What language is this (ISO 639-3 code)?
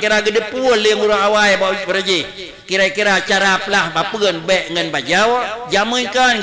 ace